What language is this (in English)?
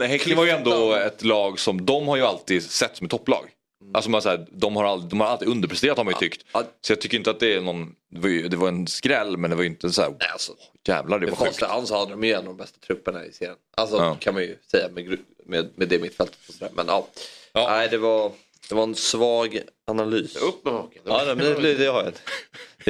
Swedish